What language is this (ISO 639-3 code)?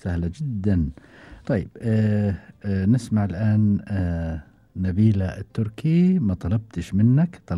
afb